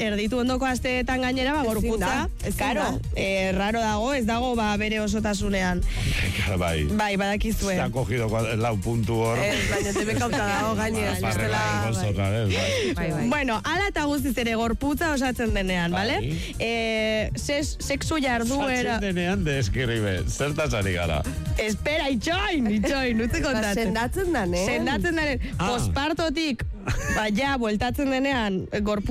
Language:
Basque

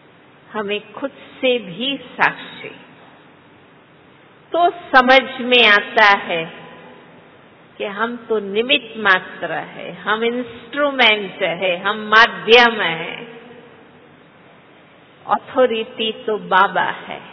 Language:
Hindi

